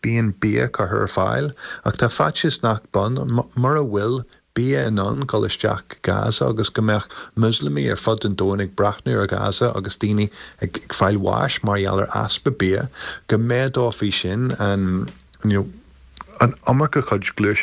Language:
Irish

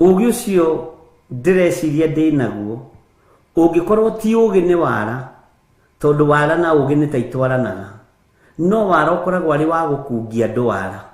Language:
Kikuyu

